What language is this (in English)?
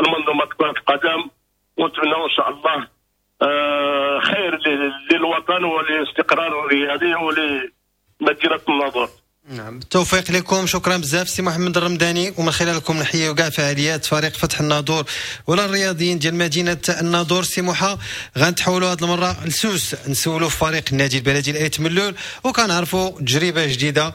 Moroccan Arabic